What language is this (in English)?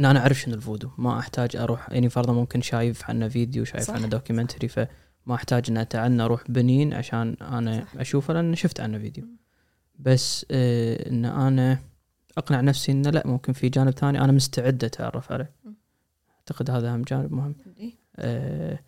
Gulf Arabic